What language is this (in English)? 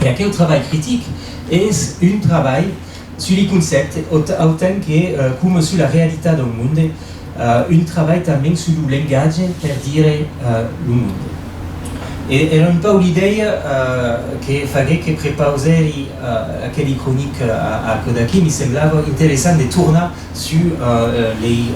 Occitan